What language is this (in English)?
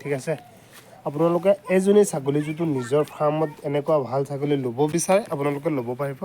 Assamese